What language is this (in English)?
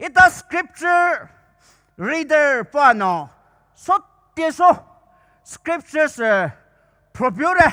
Poumei Naga